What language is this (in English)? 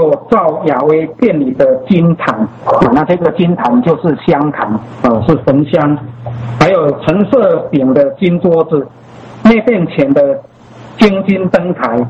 Chinese